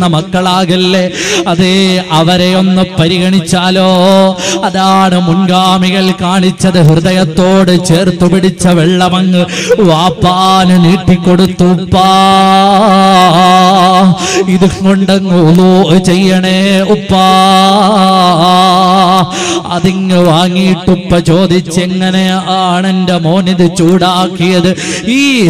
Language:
Malayalam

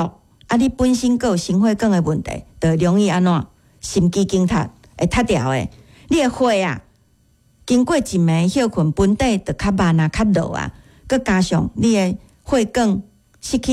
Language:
Min Nan Chinese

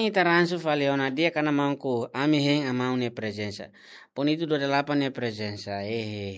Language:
Tetum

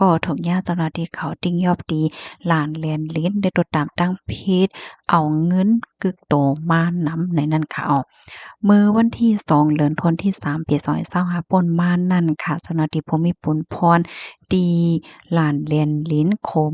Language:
Shan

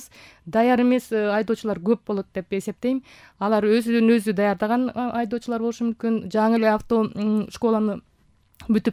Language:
Kyrgyz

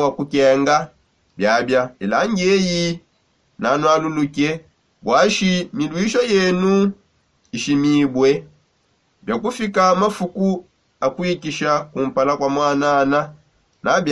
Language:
Songe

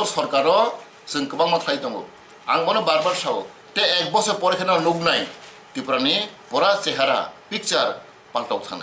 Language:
Kok Borok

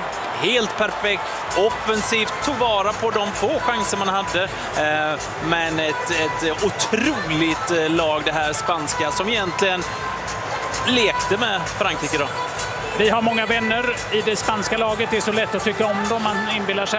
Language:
Swedish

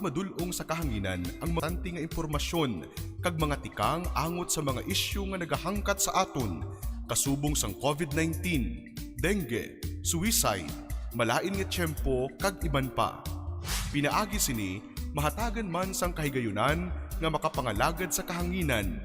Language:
Hiligaynon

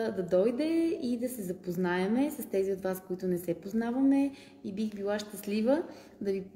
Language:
Bulgarian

